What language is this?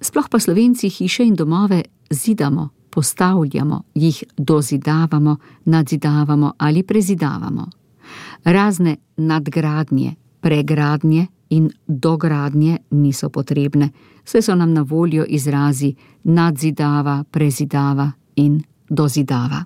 Slovenian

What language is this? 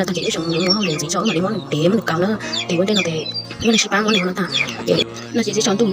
Hmong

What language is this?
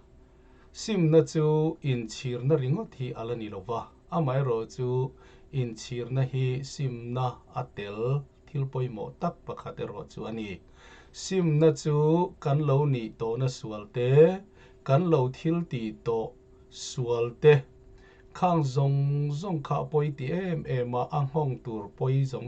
Mizo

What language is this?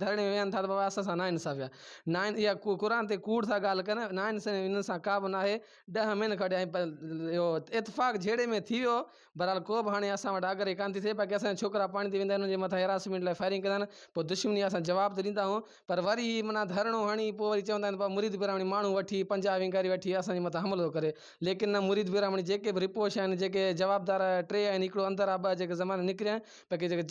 Sindhi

